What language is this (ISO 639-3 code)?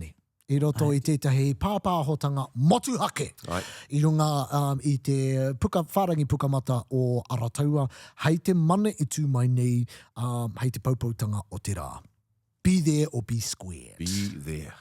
mri